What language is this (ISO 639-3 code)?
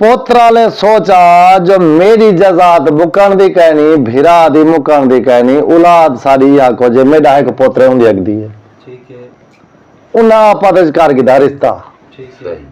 skr